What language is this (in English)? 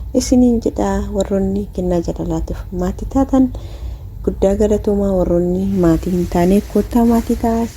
Oromo